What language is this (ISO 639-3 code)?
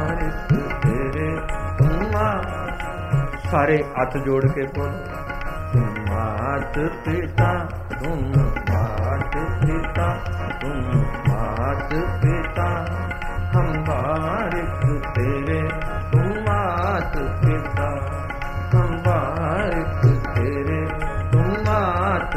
pan